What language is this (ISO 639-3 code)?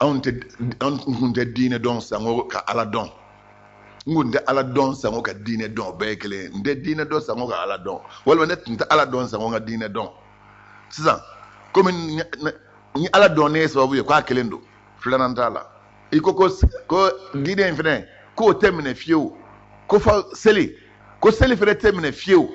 bam